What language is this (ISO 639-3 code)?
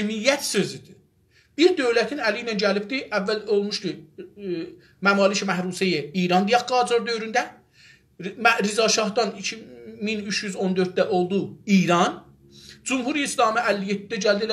azb